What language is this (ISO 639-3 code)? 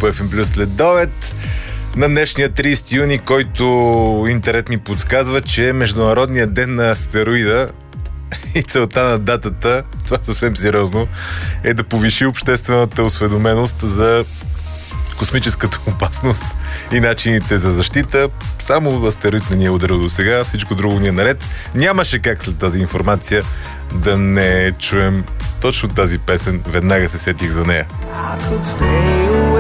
bul